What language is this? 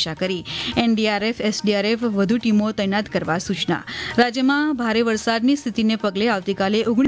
Gujarati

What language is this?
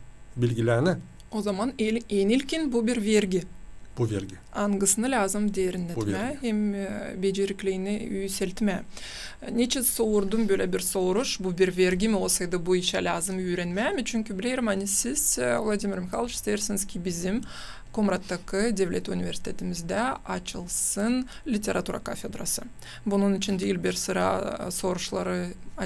Gagauz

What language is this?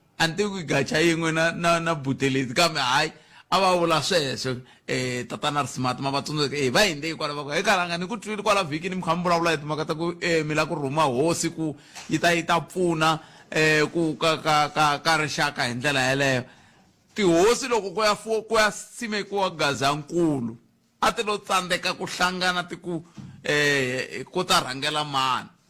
Tsonga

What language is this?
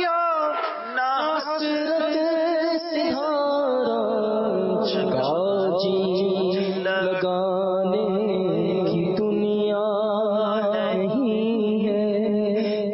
Urdu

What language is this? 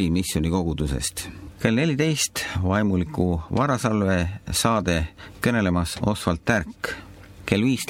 Estonian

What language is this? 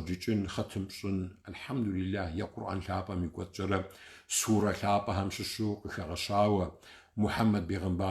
Kabardian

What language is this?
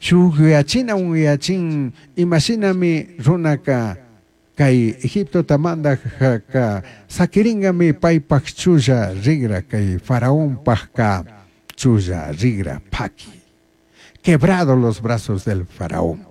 Chimborazo Highland Quichua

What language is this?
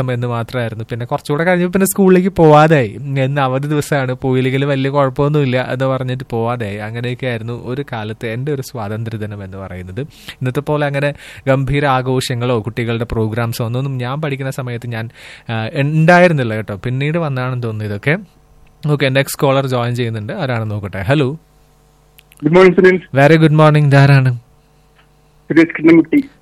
Malayalam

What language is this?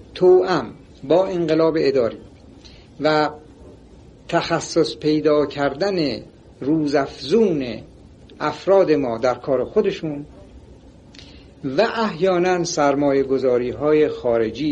Persian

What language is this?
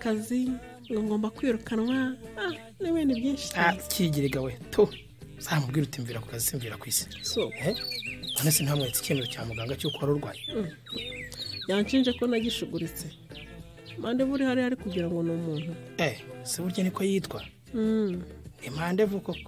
Kinyarwanda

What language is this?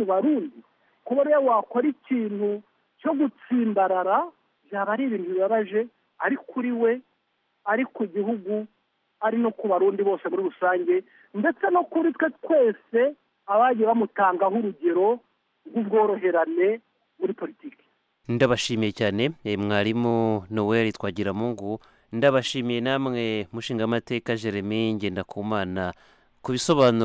Kinyarwanda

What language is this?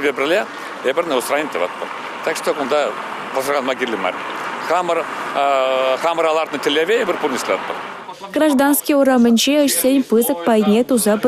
Chuvash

